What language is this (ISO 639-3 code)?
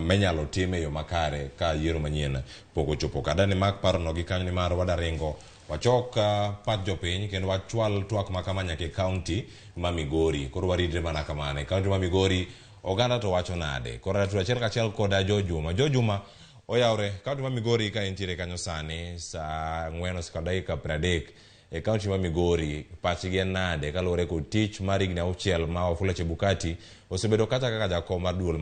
luo